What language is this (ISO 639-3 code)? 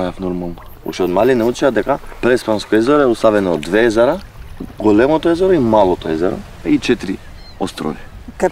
mkd